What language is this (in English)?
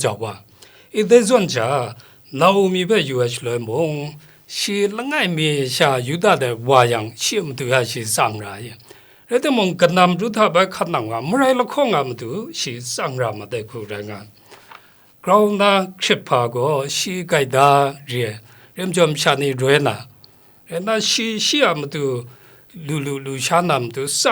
Kachin